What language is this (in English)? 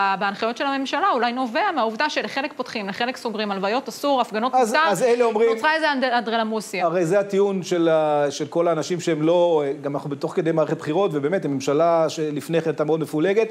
Hebrew